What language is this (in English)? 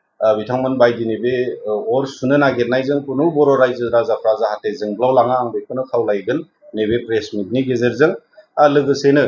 Bodo